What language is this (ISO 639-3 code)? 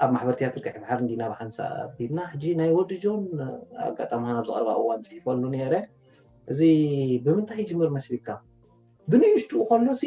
tir